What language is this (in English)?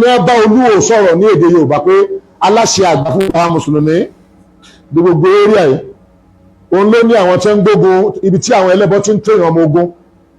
Yoruba